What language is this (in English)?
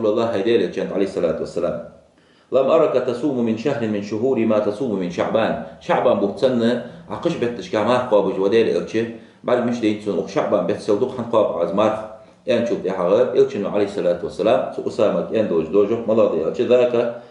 Ingush